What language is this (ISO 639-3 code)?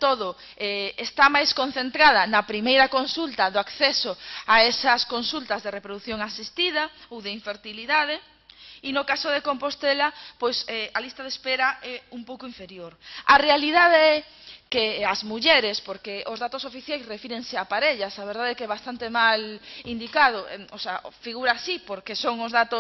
glg